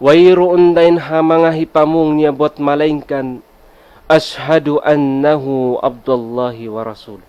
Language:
Tausug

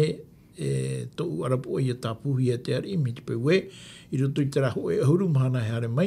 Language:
Tahitian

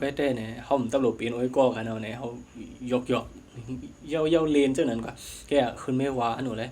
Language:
Shan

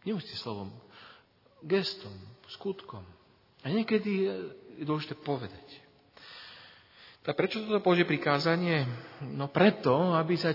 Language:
Slovak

